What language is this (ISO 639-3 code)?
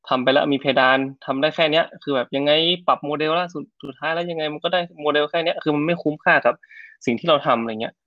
tha